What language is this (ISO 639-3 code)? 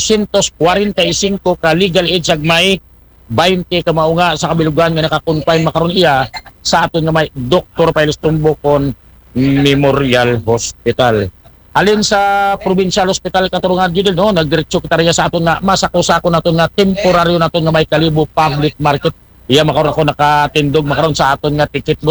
akl